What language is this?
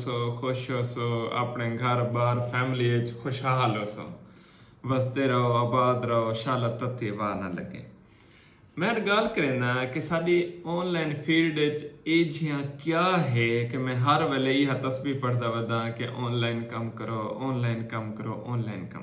Saraiki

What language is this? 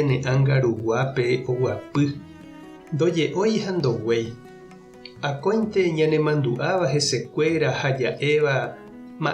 Guarani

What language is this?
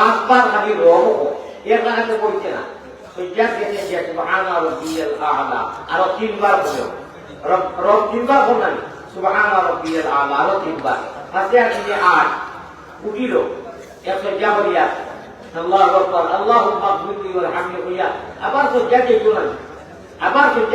Sylheti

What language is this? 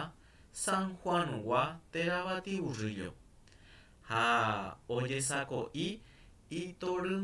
Guarani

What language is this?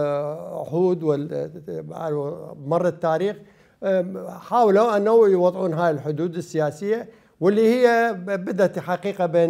Mesopotamian Arabic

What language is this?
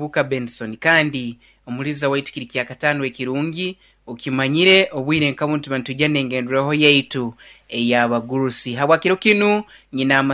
Nyoro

